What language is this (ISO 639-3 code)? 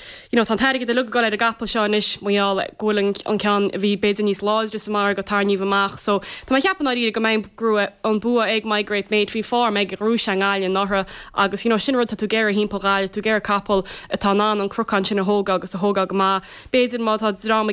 gle